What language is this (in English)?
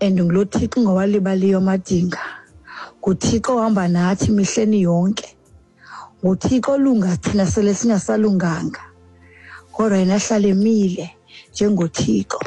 Xhosa